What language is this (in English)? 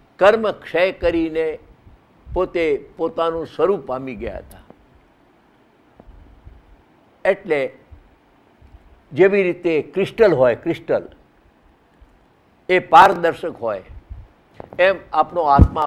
Gujarati